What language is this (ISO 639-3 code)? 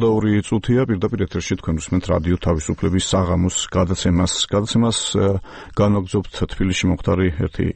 kat